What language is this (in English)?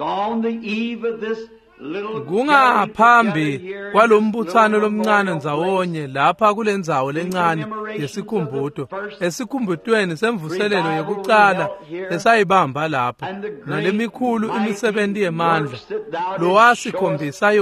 Swati